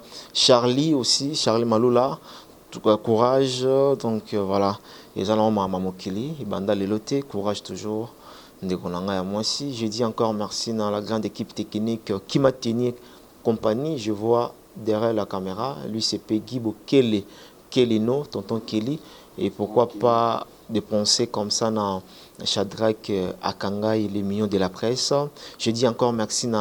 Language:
Lingala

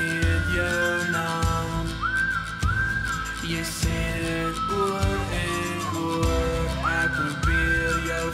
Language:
Afrikaans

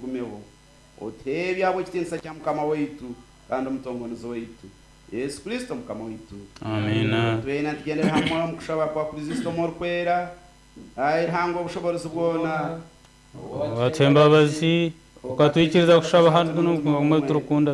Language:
Nyankole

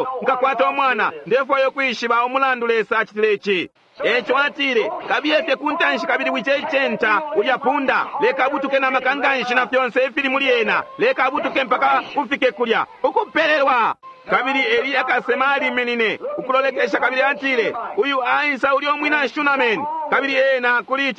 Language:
Bemba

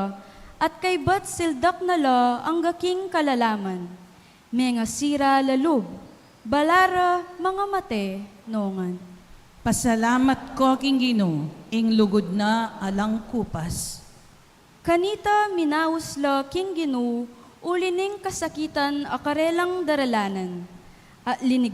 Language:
Pampanga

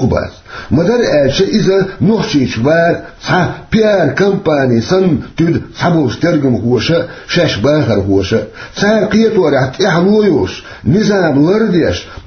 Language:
Chechen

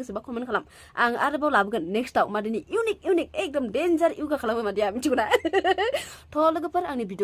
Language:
Bodo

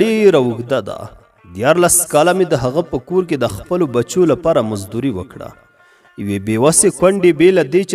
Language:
Pashto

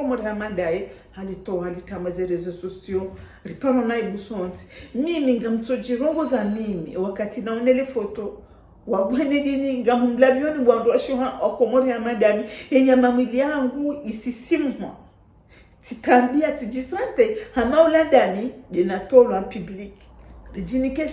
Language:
Ngazidja Comorian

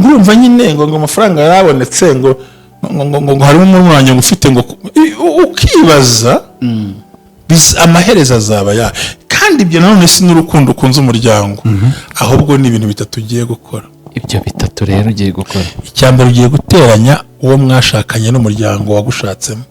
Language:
Kinyarwanda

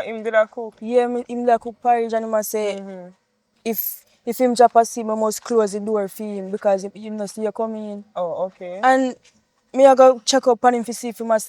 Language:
Jamaican Creole English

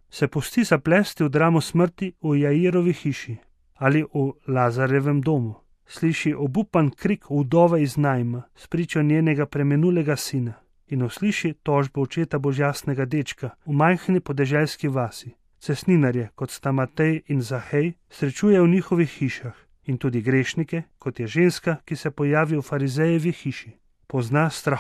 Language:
Slovenian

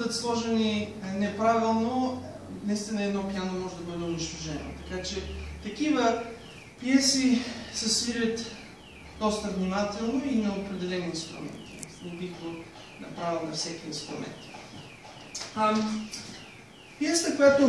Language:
Bulgarian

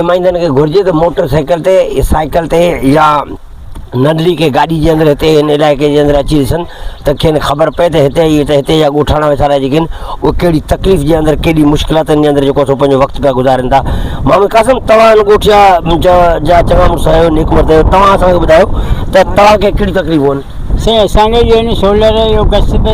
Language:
Sindhi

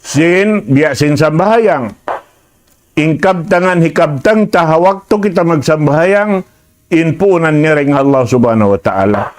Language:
Tausug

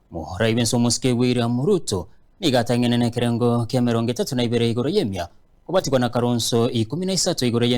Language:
Gusii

